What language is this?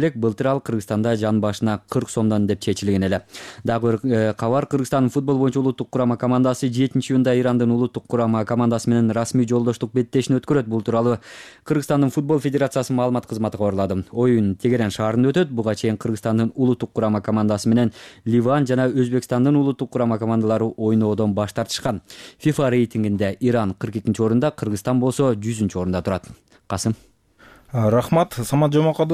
Kyrgyz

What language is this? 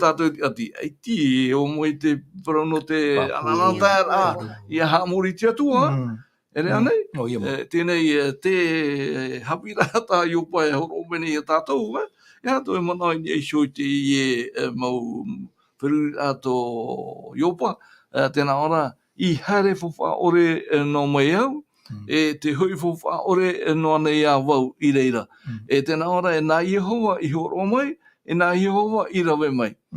Tahitian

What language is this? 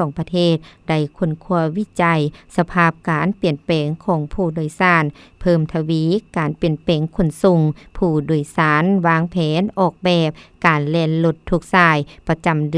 Lao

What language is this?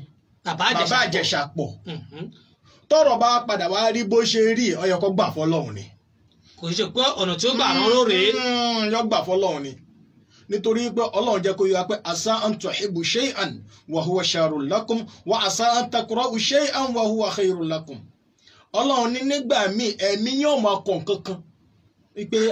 Yoruba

